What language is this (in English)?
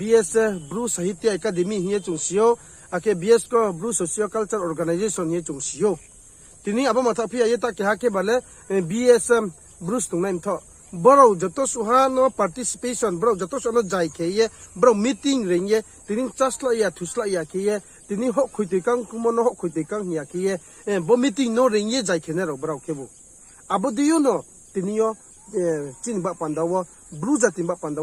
Riang (India)